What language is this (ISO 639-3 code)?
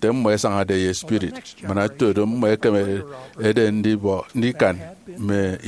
efi